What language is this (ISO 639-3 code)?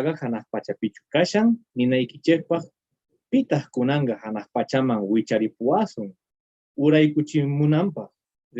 que